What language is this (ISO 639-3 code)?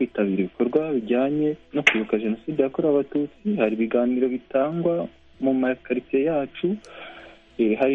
kin